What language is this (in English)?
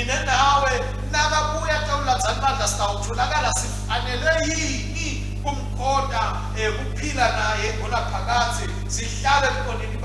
Swati